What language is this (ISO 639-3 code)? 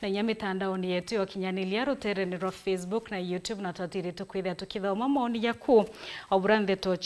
mer